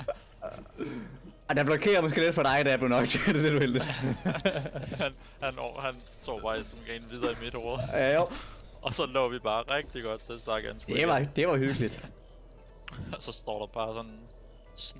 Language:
Danish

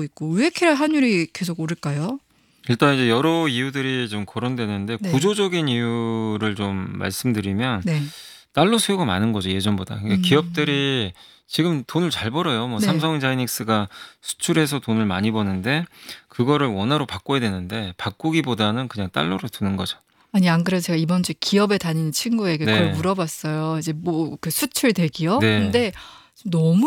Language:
Korean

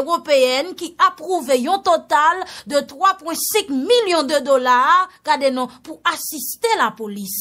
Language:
Haitian Creole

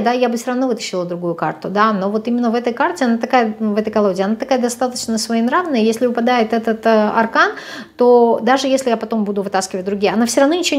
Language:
Russian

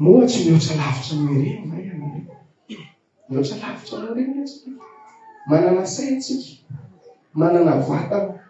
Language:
Malagasy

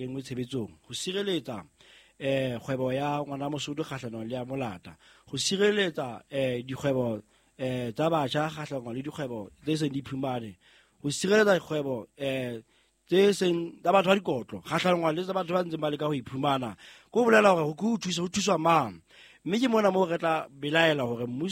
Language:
Southern Sotho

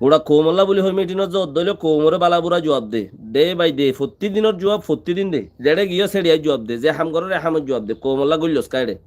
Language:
Rohingya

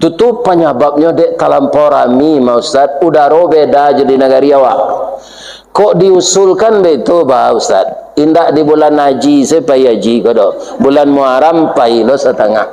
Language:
Minangkabau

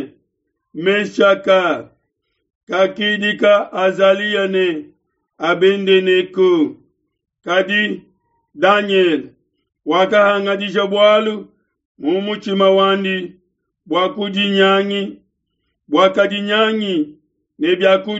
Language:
Luba-Lulua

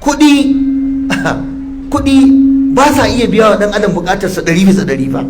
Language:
Hausa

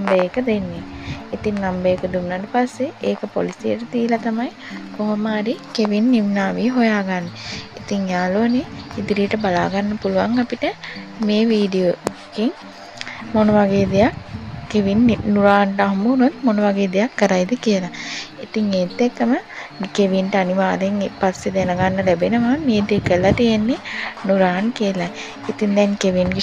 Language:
Sinhala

